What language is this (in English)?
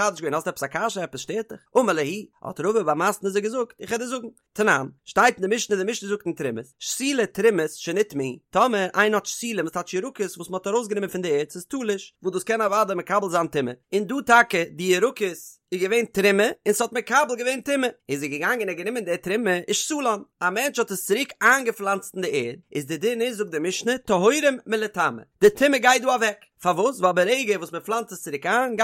Yiddish